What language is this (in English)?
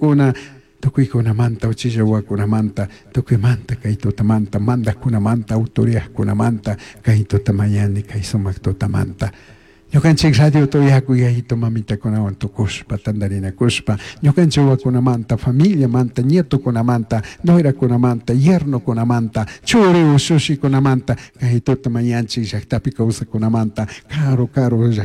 Chimborazo Highland Quichua